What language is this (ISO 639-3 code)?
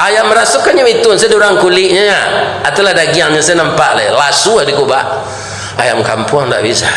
min